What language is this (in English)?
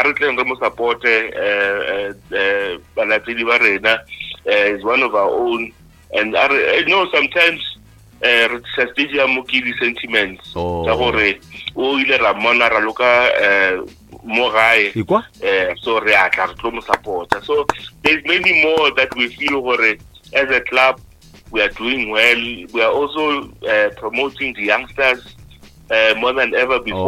Northern Sotho